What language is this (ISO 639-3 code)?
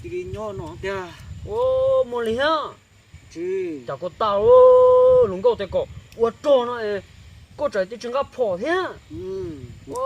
hmn